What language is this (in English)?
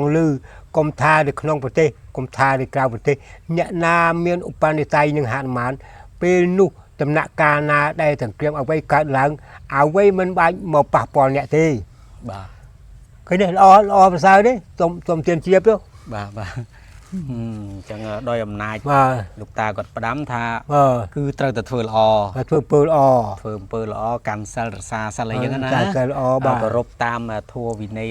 Khmer